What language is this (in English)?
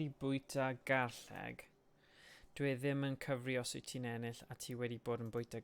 Welsh